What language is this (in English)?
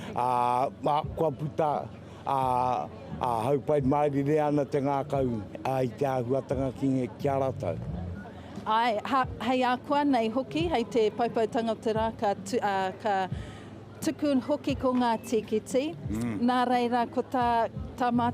Māori